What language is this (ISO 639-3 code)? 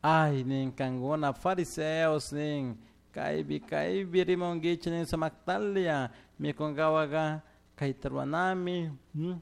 qug